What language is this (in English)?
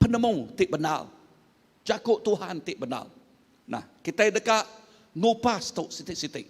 Iban